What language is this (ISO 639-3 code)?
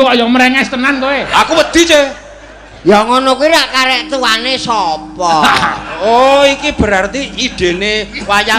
jav